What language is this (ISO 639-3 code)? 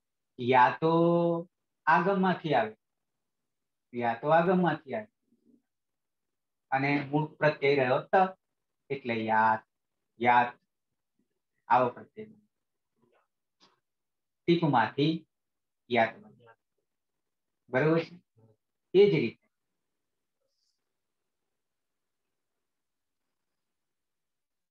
guj